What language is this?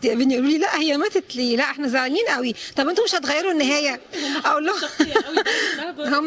Egyptian Arabic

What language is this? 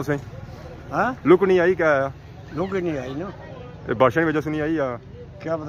Pahari-Potwari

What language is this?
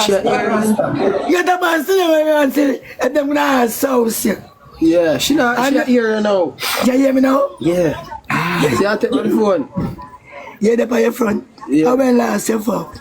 Jamaican Creole English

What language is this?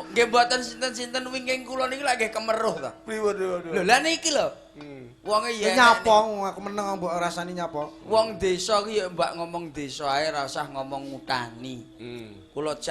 Javanese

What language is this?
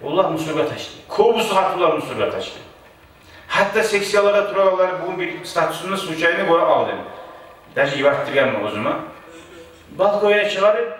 Kumyk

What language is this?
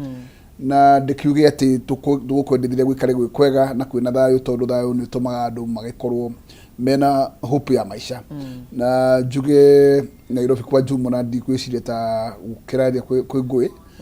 Kikuyu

